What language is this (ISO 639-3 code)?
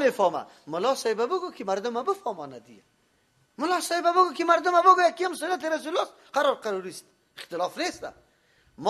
fas